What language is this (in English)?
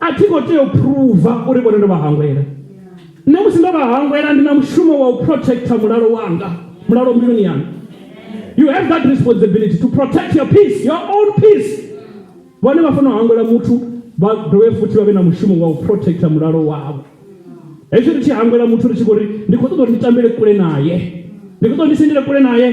Venda